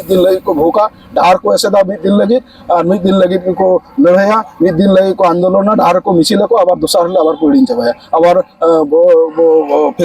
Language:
Santali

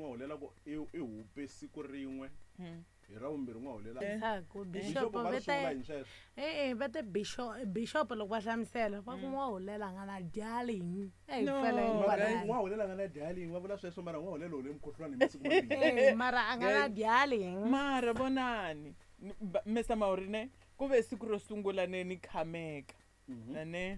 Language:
Tsonga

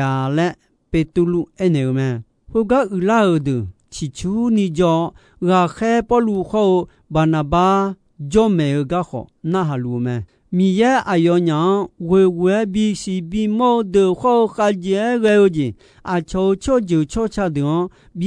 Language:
Akha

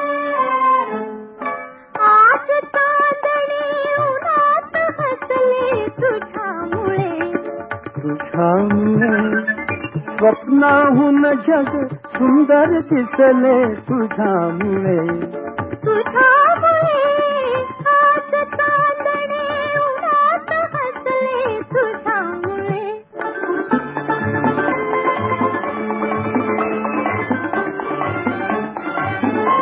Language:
Marathi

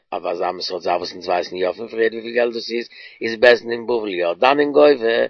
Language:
Yiddish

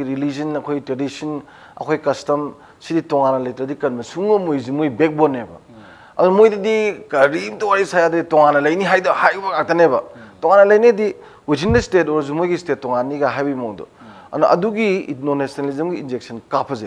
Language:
Manipuri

